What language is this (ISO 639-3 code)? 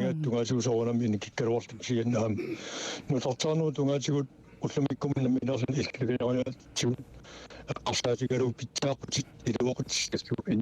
kal